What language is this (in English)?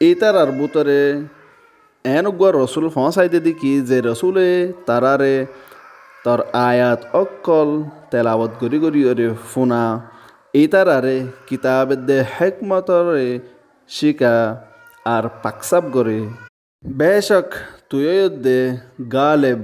Rohingya